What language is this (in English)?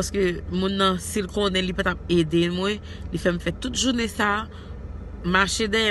Haitian Creole